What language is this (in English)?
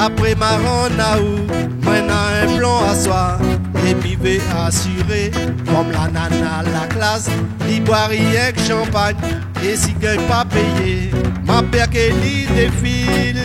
Réunion Creole French